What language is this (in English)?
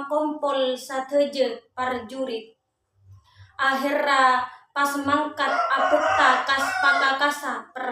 Madurese